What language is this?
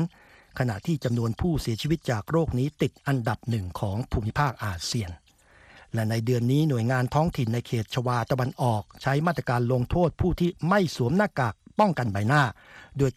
Thai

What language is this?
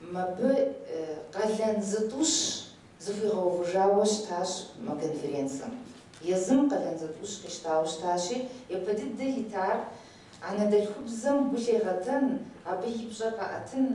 Kabardian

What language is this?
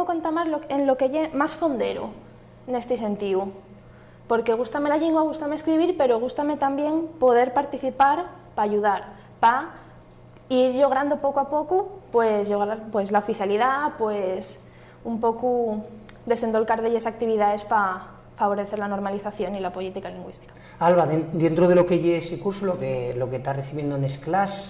Asturian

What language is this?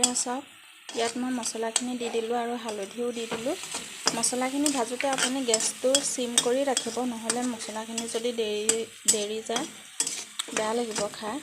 Assamese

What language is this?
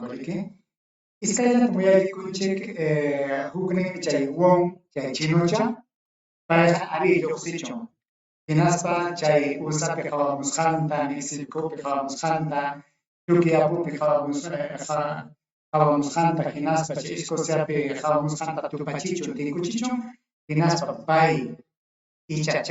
Ayacucho Quechua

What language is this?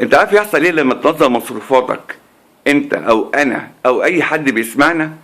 Egyptian Arabic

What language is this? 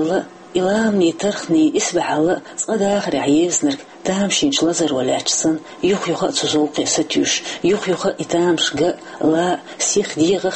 Chechen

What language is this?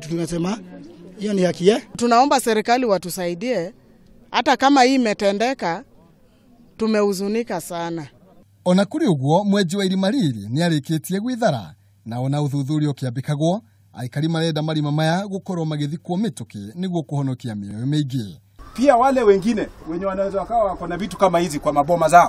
Kikuyu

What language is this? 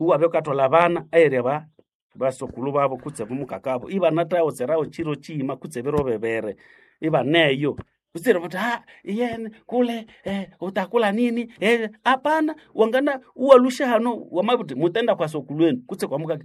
Nande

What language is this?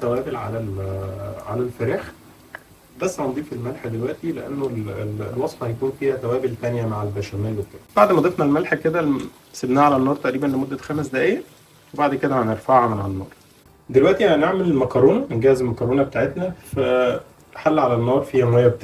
Egyptian Arabic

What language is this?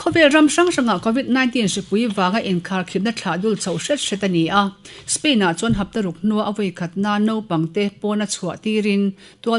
Mizo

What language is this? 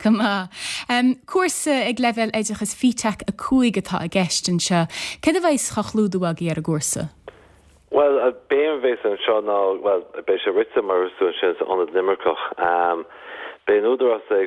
Irish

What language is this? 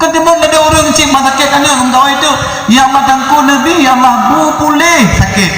Achinese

